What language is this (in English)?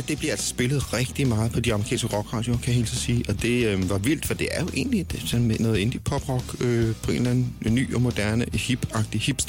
Danish